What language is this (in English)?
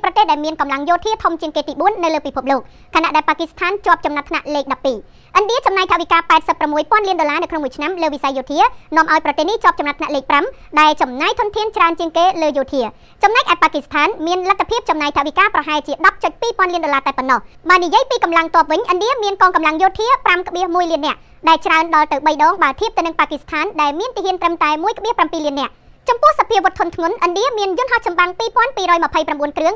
Khmer